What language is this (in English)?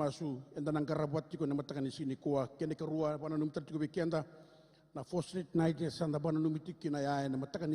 Fijian